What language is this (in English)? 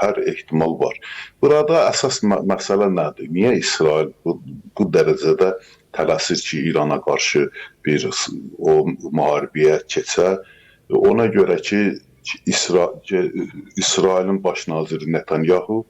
Azerbaijani